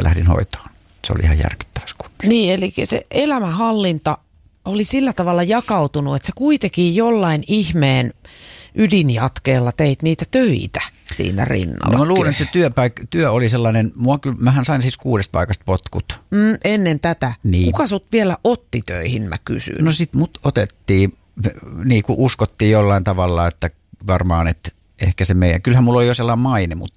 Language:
Finnish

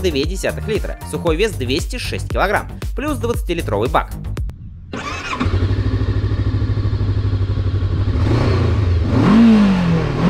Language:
Russian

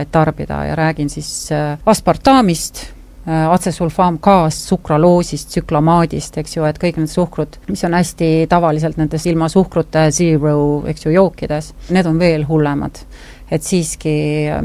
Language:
Estonian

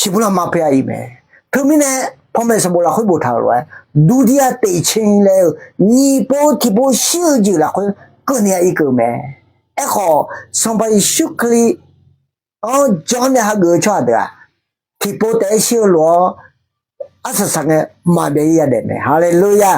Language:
Akha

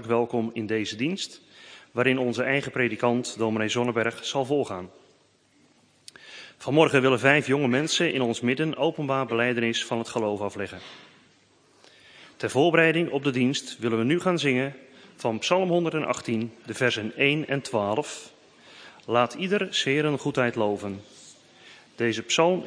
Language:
Dutch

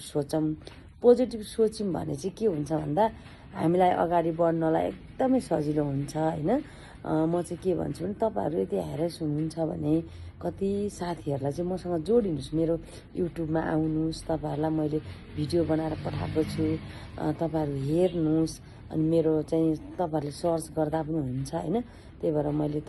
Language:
Nepali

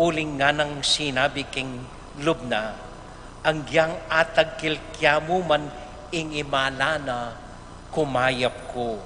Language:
Pampanga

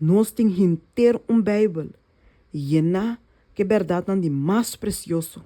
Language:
Papiamento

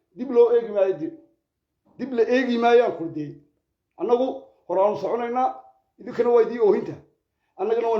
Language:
Somali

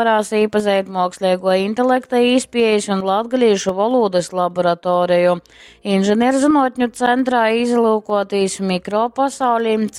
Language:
Latgalian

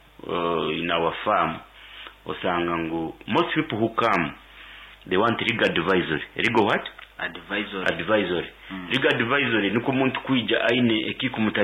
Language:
Nyoro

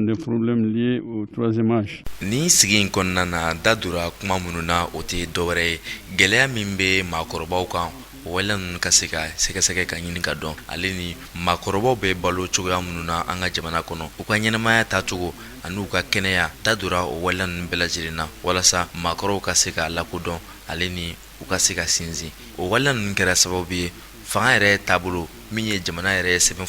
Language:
Bambara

